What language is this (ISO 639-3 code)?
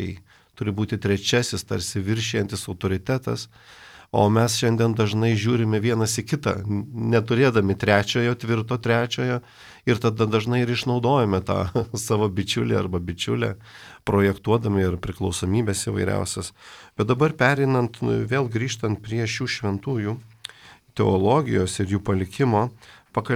lit